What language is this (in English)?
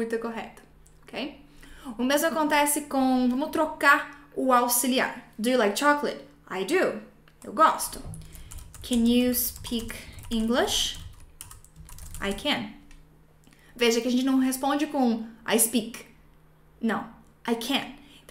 Portuguese